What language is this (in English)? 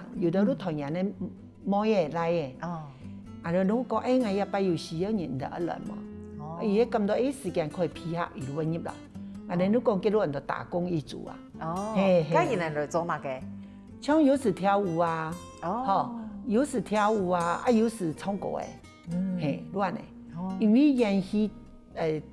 Hakka Chinese